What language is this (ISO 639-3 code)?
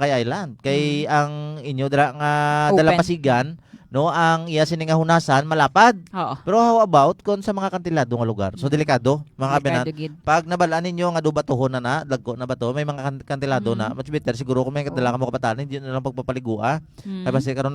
hil